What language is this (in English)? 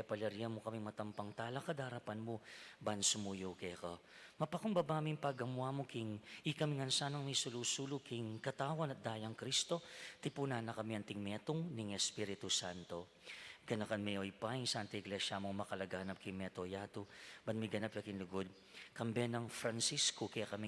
Pampanga